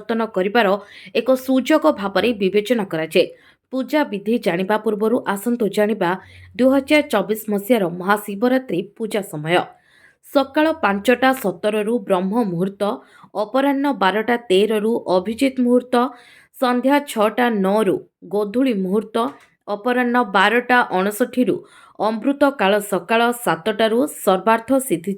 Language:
Odia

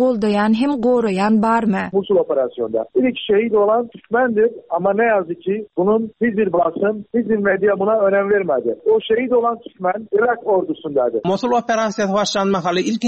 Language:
Turkmen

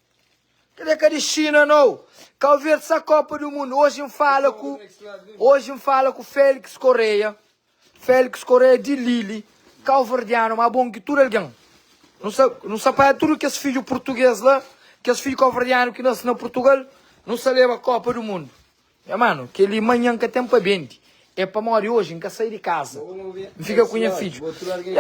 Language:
Kabuverdianu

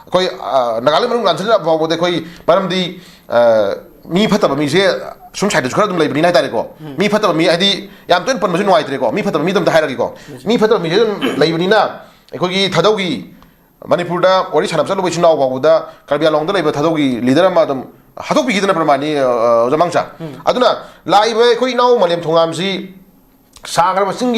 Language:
Manipuri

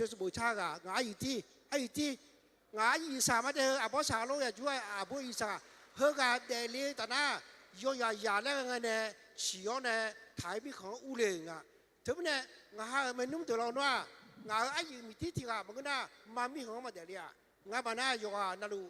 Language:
Akha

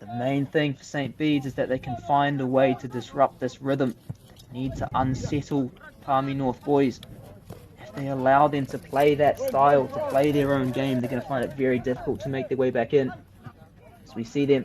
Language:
Māori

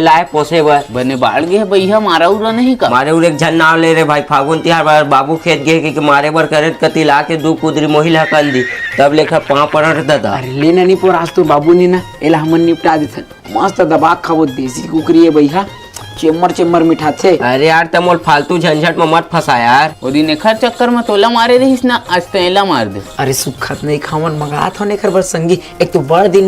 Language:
Chhattisgarhi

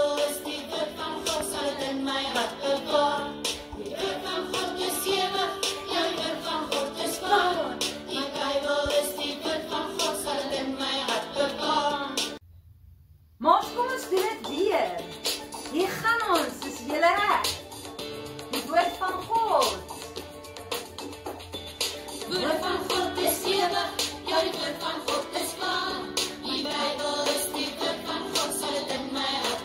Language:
Afrikaans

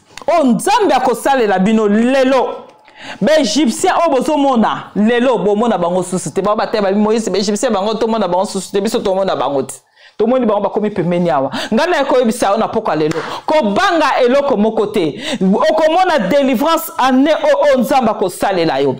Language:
Lingala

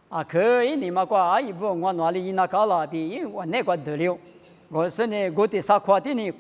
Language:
Lisu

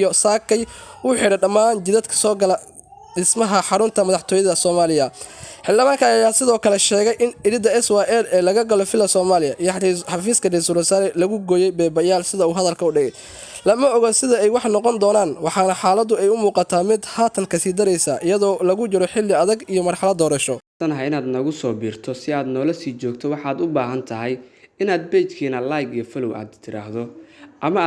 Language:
Somali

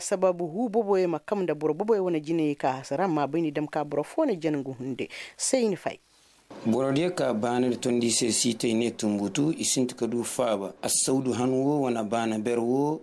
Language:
Koyraboro Senni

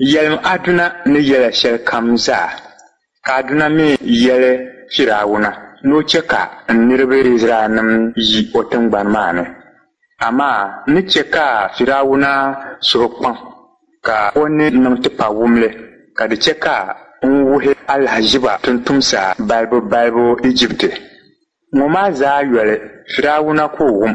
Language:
Dagbani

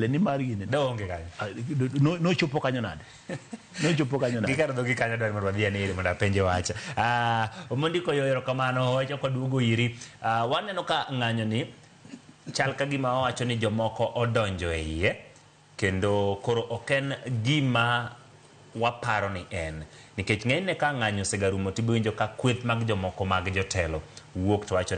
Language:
Luo (Kenya and Tanzania)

